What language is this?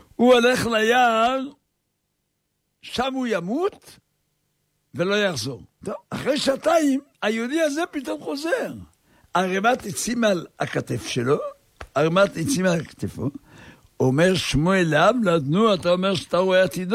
Hebrew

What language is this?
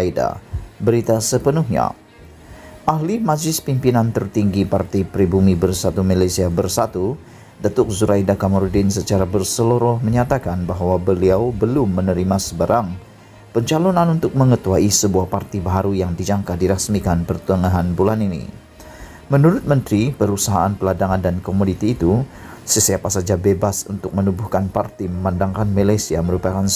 Malay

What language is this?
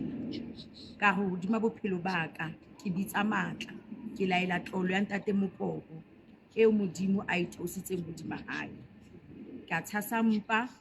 Southern Sotho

